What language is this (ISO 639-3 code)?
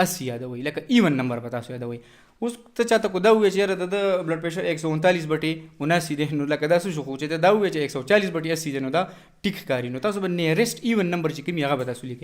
pus